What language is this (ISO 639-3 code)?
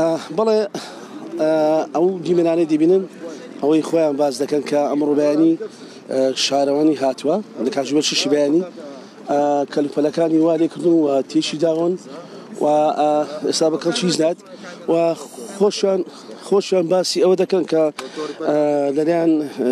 ckb